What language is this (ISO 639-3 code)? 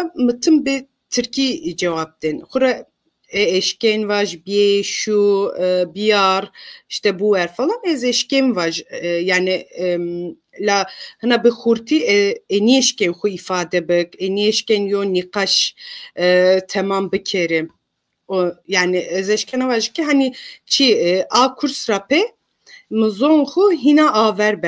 zza